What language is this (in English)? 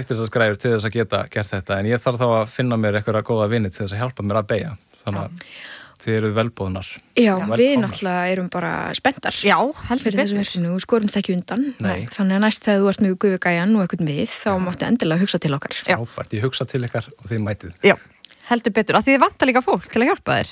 Icelandic